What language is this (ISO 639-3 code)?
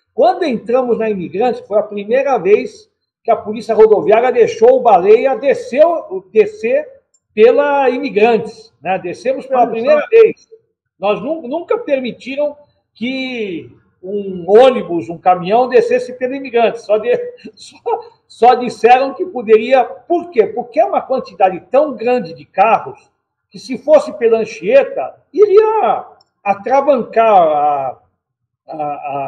por